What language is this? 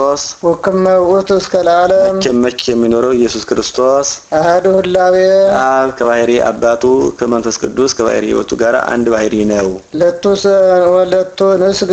Amharic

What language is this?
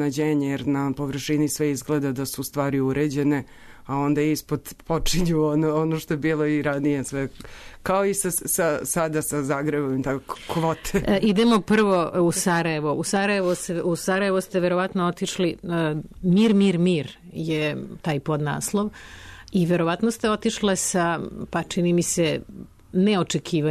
Serbian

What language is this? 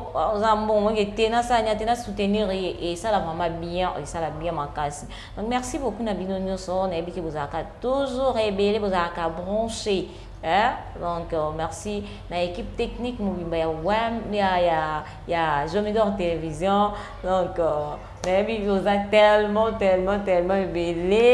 Lingala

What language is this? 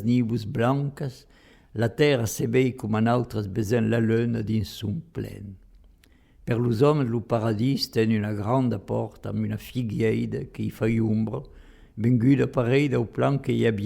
Occitan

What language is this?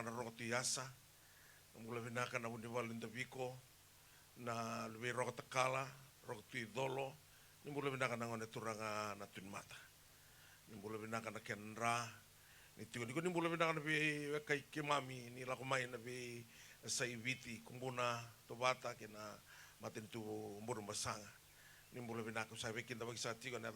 Fijian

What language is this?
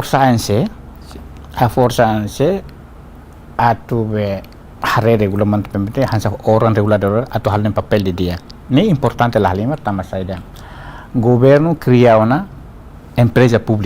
Tetum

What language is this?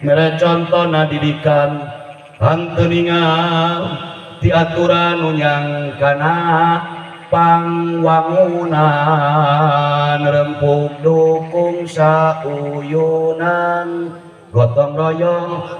Sundanese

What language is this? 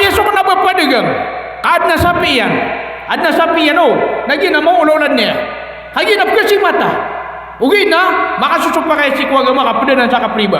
Maranao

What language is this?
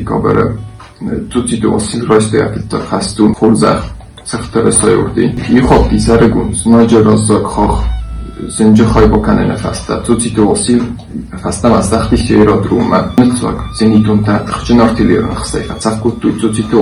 Ossetic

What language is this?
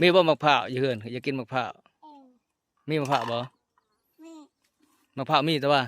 Lao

